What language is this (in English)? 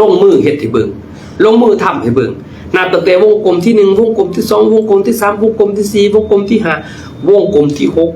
Lao